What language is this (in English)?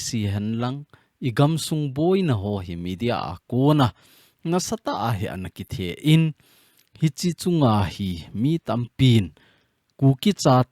Thado Chin